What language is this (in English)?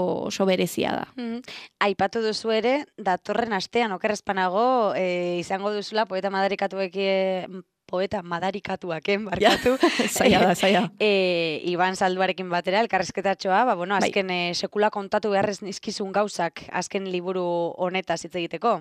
Basque